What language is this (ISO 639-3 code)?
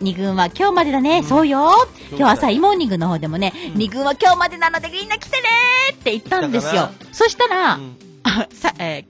jpn